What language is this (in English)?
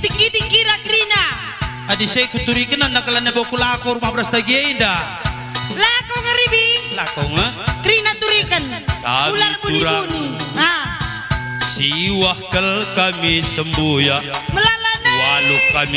Batak Karo